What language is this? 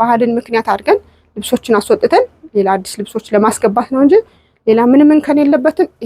Amharic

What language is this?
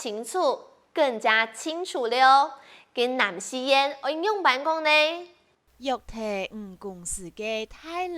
Hakka Chinese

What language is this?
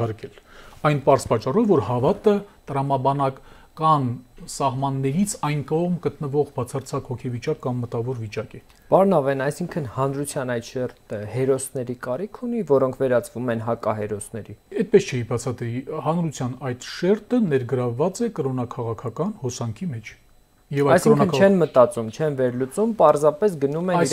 Armenian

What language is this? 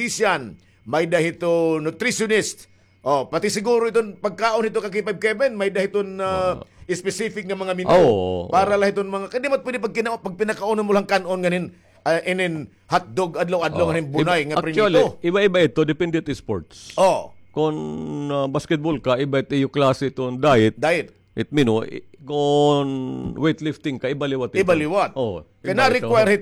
Waray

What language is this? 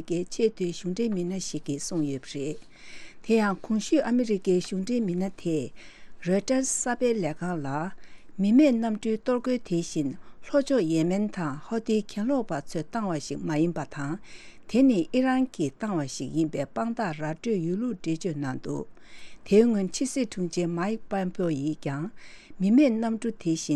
Tibetan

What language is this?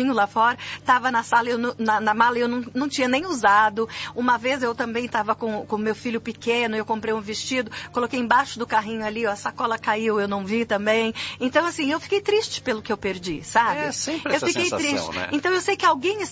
Portuguese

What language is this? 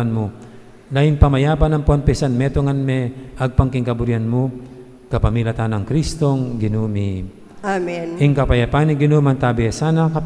Pampanga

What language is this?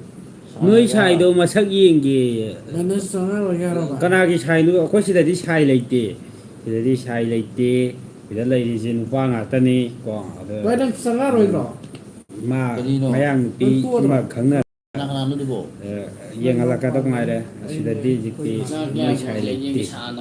Manipuri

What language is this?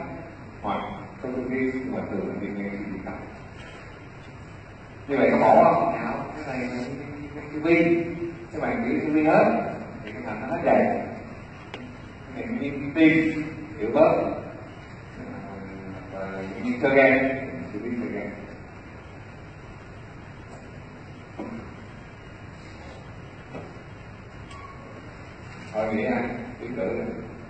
Vietnamese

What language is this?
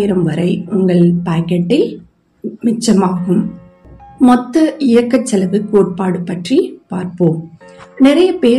Tamil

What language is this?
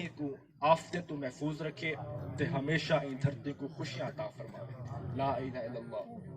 Saraiki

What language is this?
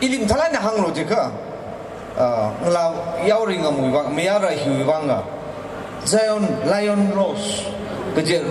Tangkhul Naga (India)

